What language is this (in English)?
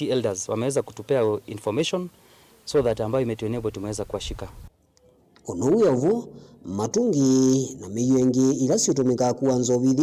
Kamba